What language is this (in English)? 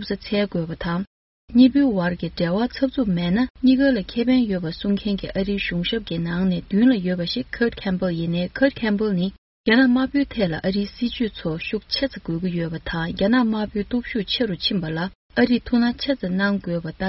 Tibetan